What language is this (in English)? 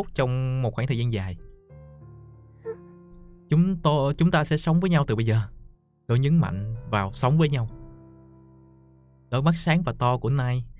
Vietnamese